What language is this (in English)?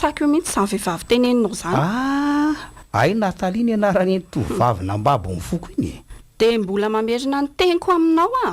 Malagasy